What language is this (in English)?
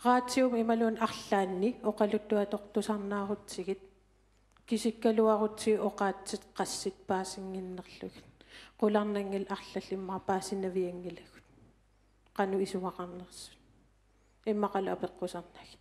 Kalaallisut